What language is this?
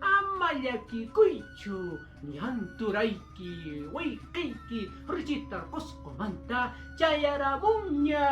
Quechua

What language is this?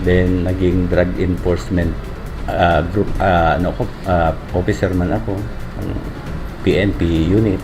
Bikol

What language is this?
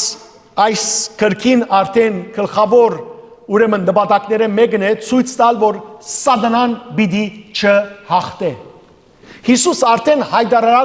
Western Armenian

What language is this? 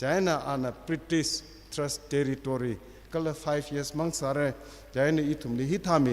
Tangkhul Naga (India)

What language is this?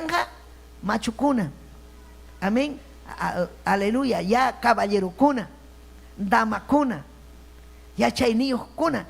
Ayacucho Quechua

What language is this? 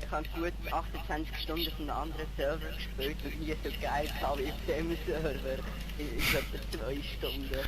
Swiss German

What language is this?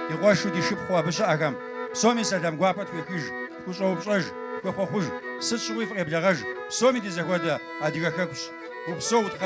Kabardian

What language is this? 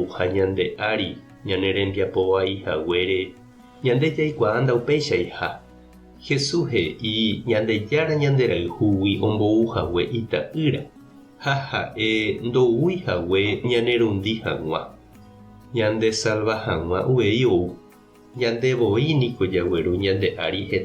Guarani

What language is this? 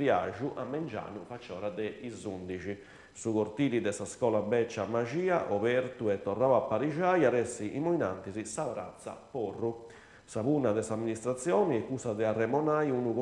Sardinian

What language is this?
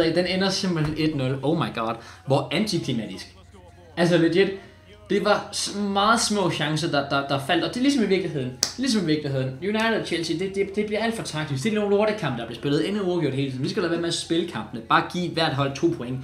Danish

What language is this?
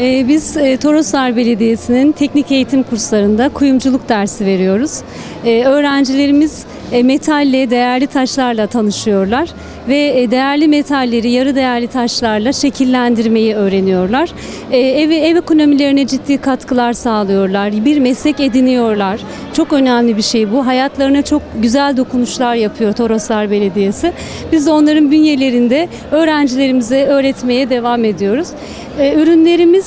Turkish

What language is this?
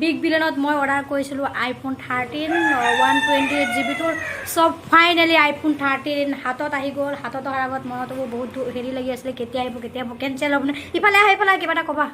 Assamese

